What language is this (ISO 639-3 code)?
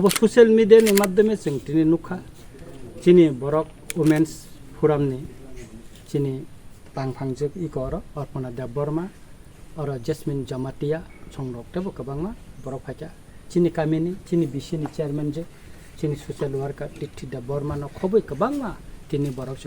trp